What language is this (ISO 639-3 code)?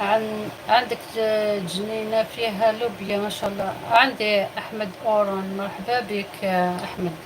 arq